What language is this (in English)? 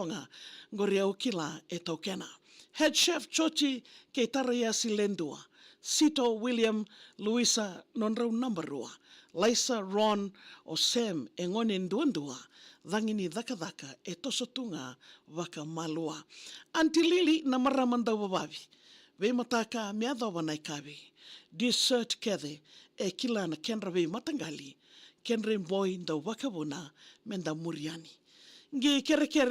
Fijian